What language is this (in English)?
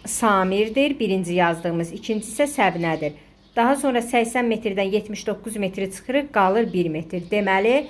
Azerbaijani